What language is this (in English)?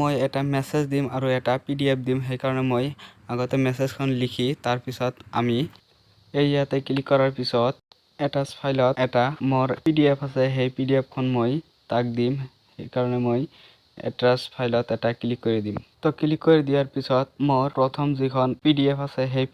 Assamese